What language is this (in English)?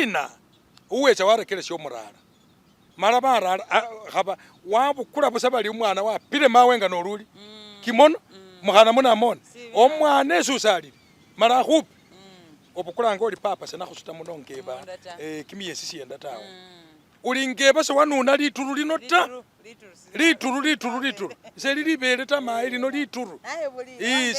Masaaba